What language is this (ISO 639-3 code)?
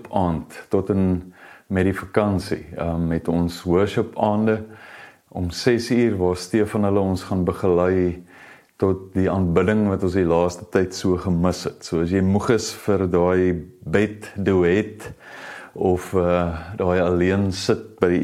afr